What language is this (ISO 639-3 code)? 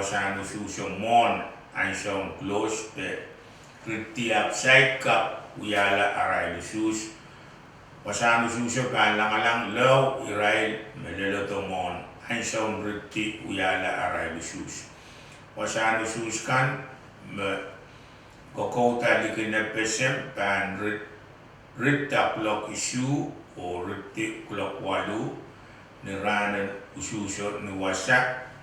pon